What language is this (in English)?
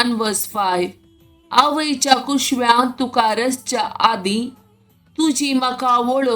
Konkani